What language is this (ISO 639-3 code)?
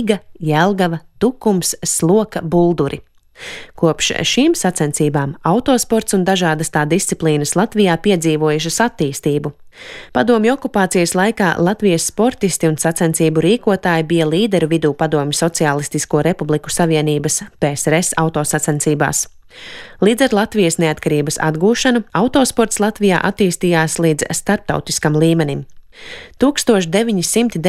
lav